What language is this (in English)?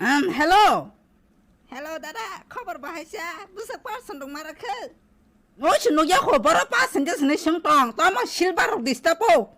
Kok Borok